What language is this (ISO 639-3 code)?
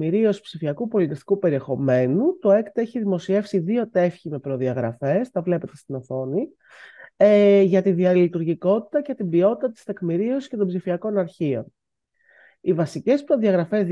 ell